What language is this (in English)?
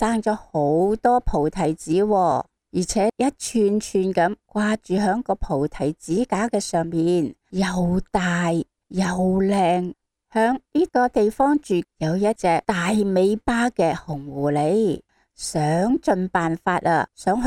Cantonese